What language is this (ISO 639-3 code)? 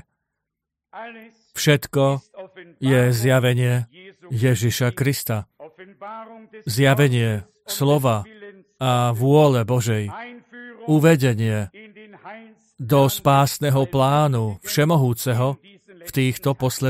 slk